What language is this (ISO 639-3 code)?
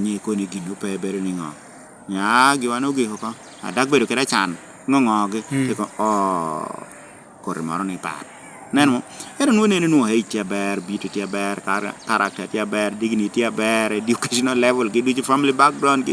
laj